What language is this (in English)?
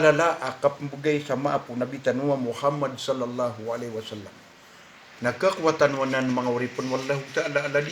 Maranao